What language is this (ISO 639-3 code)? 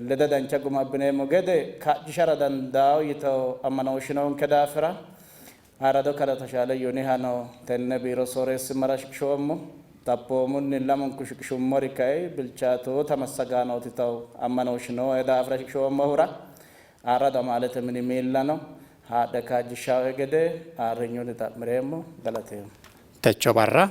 sid